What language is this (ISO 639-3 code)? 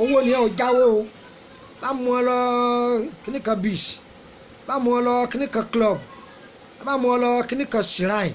yor